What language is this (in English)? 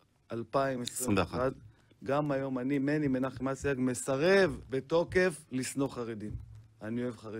Hebrew